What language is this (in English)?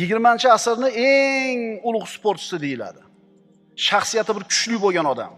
Uzbek